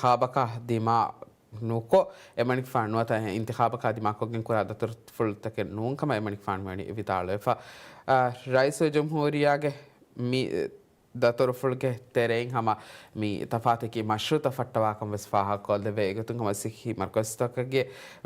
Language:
Divehi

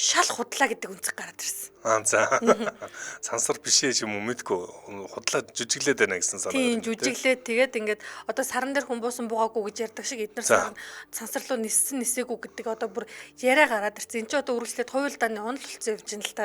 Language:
Mongolian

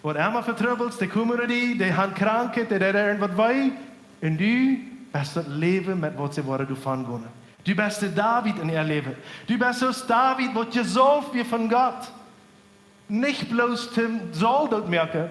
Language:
Plautdietsch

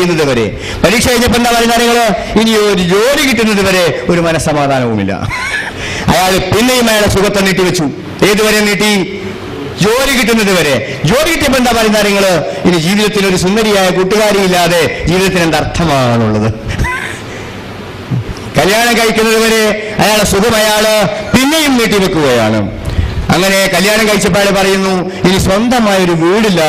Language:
Malayalam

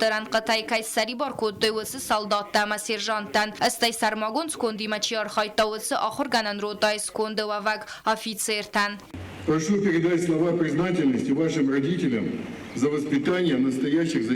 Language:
Ossetic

